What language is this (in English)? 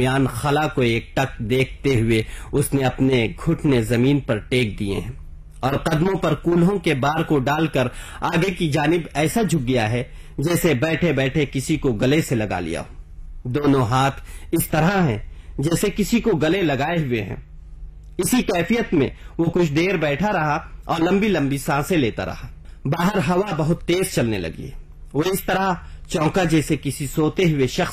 Urdu